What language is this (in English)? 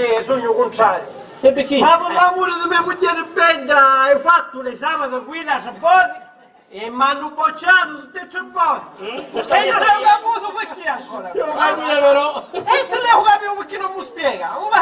Sicilian